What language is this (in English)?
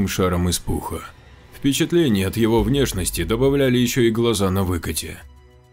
Russian